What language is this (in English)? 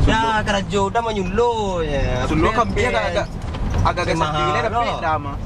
Minangkabau